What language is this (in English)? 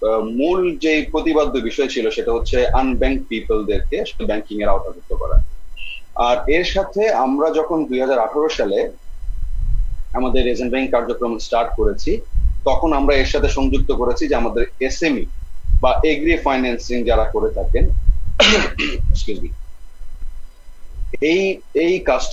Bangla